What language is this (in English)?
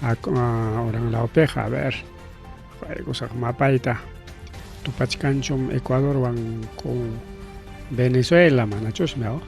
Ayacucho Quechua